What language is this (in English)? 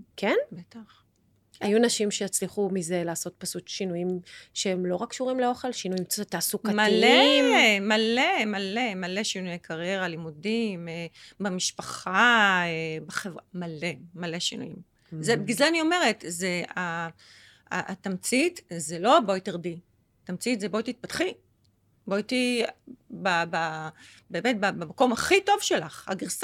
Hebrew